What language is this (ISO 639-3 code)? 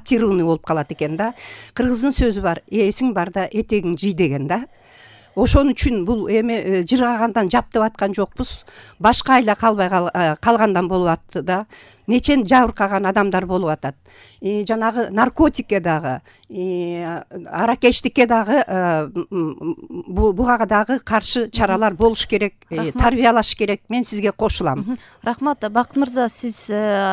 kir